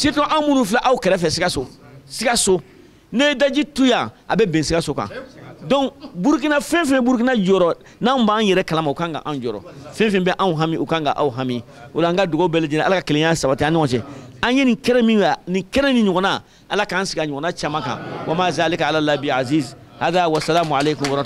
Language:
Bambara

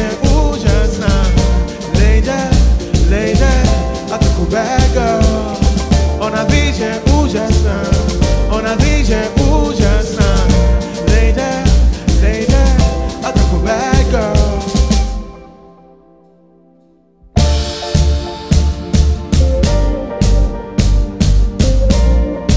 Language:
Czech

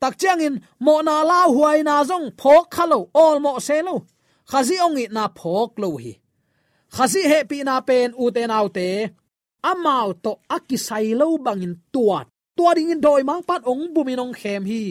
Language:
Tedim Chin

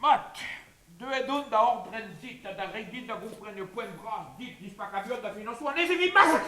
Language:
Breton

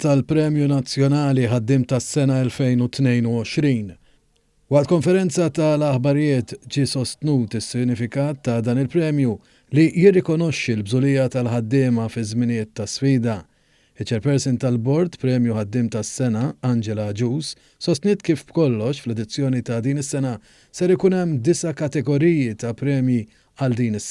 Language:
Maltese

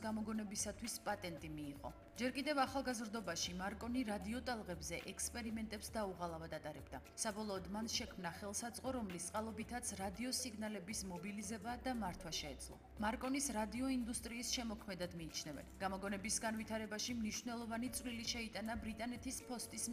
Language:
Georgian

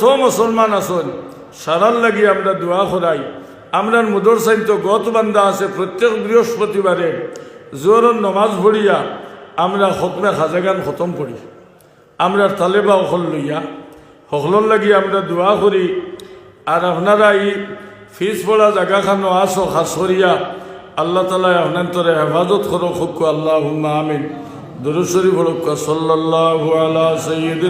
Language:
Sylheti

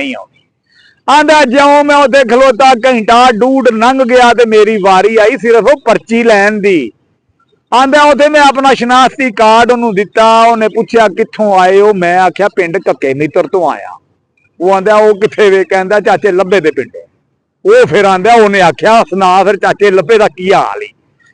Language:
Western Panjabi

